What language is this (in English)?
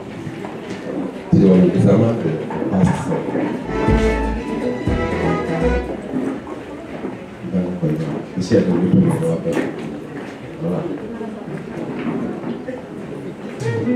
Swahili